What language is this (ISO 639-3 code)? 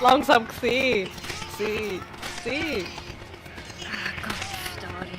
gsw